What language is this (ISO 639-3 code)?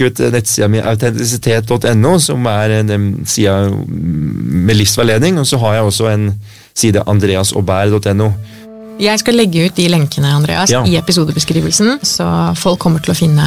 nor